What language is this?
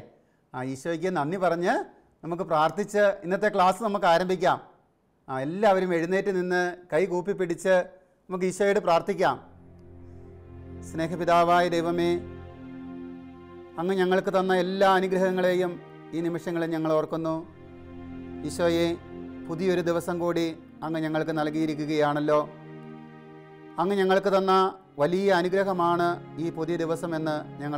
Malayalam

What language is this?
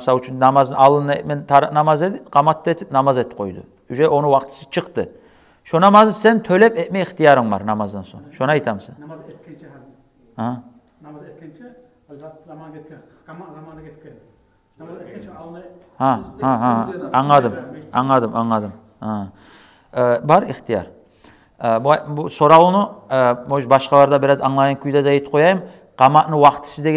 Kumyk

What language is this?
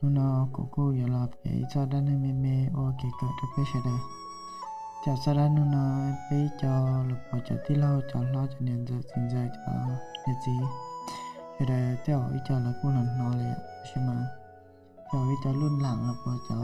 Hmong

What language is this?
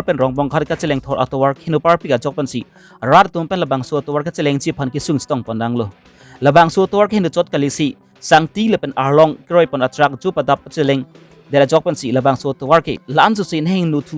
Karbi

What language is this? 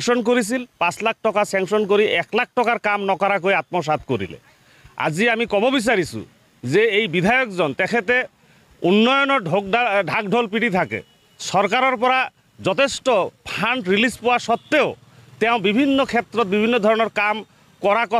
Assamese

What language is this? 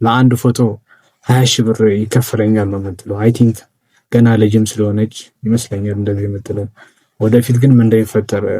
Amharic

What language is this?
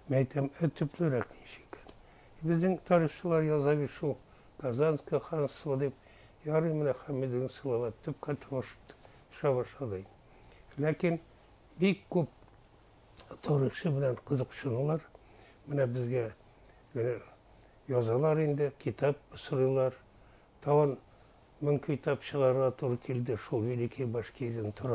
Bashkir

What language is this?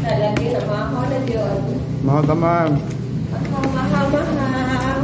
Cebuano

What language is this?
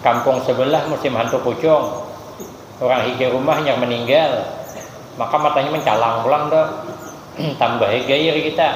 Banjar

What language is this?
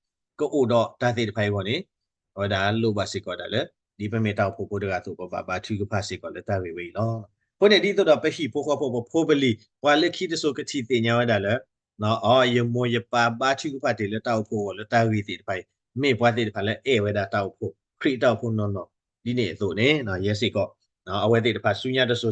S'gaw Karen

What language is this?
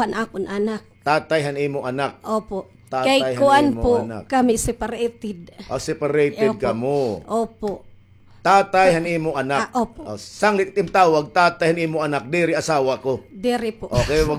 Waray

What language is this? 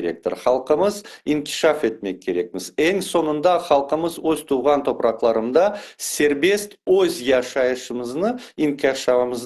Crimean Tatar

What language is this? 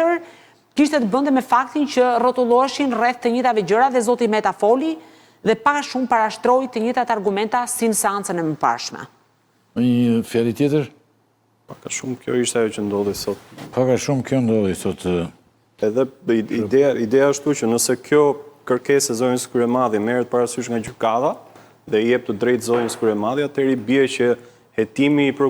Albanian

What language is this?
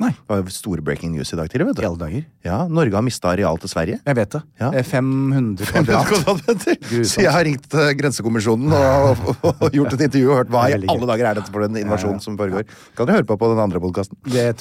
Norwegian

